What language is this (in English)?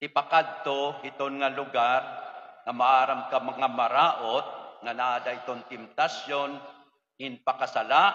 Waray